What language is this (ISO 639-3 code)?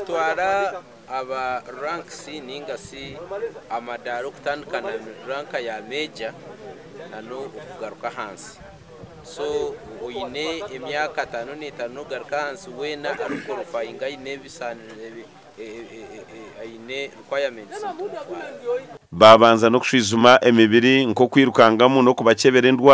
nyn